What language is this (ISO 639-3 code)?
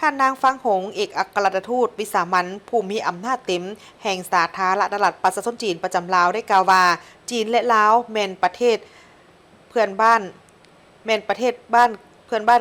lao